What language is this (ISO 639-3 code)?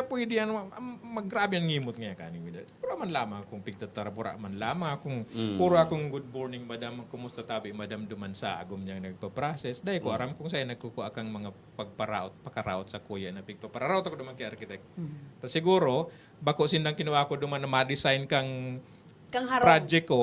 bik